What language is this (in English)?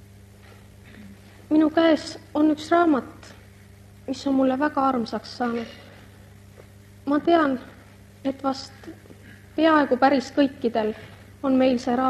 Estonian